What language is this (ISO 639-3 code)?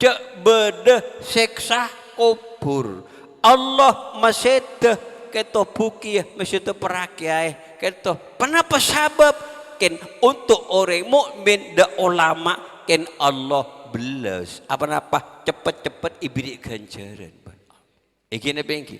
mad